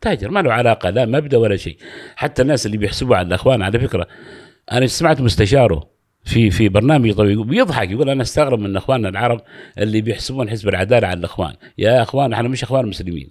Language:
Gulf Arabic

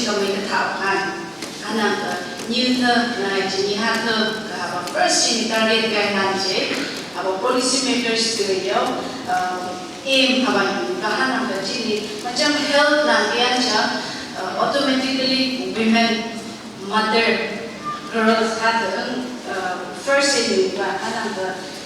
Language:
Phom Naga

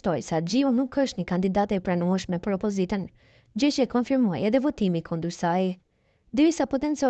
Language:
Albanian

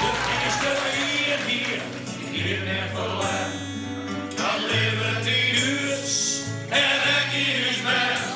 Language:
Western Frisian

